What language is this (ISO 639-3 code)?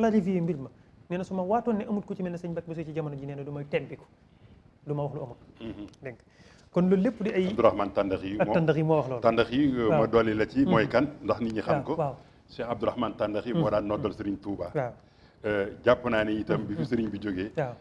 wol